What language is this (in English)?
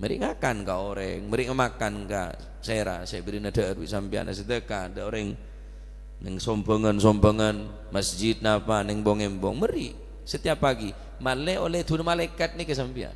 Madurese